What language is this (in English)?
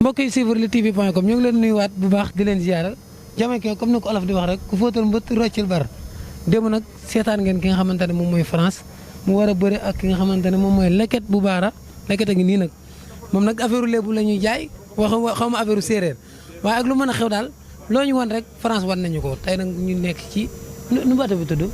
Wolof